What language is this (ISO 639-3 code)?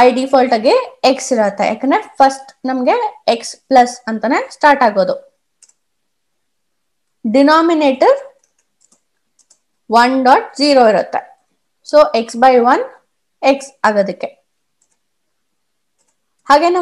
kan